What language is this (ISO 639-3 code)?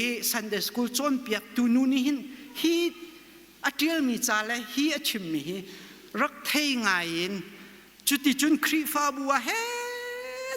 cnh